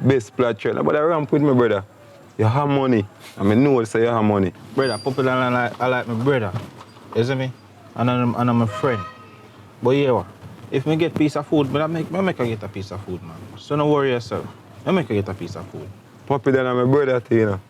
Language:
Jamaican Creole English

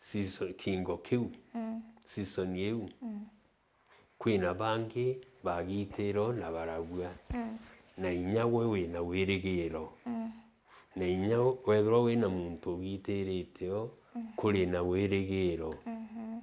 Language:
Meru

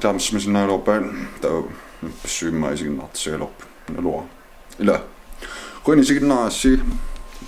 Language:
Kalaallisut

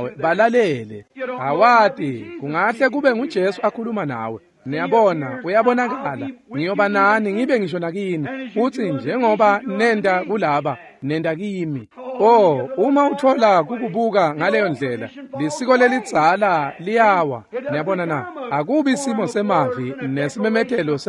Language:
Swati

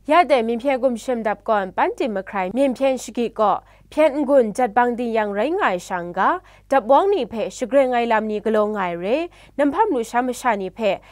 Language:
Kachin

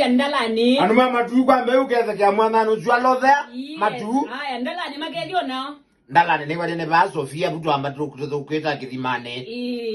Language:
Kamba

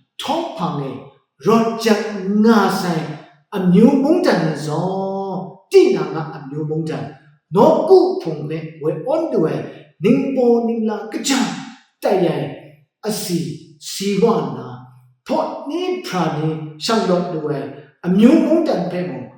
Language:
Kachin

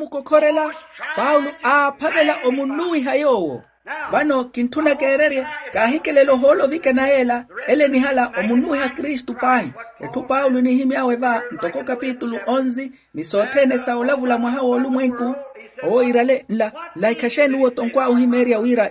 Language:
Makhuwa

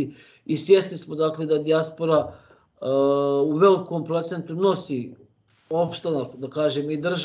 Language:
Bosnian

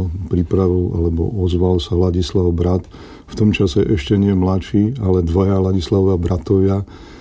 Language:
Slovak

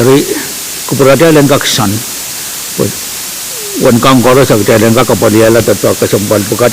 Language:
Pohnpeian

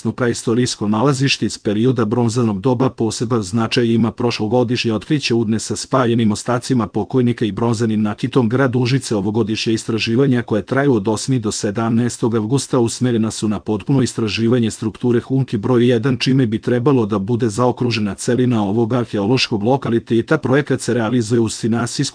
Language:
Serbian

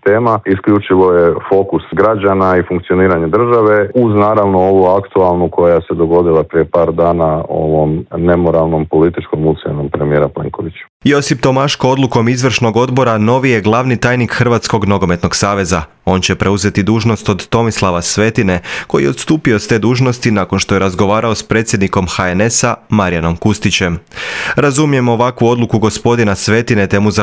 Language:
Croatian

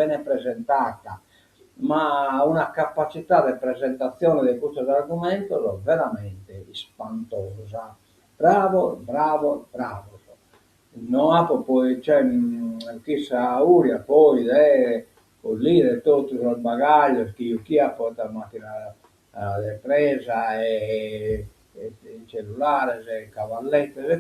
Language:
Sardinian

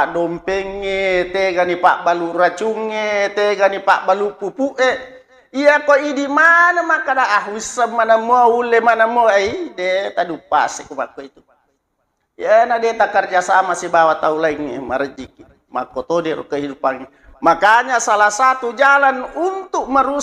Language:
Buginese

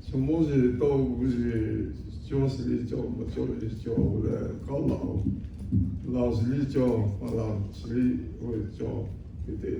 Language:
Lahu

